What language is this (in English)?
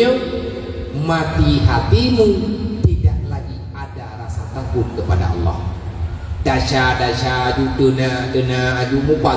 Achinese